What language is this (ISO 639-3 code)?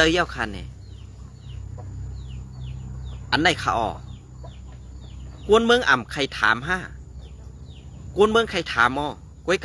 shn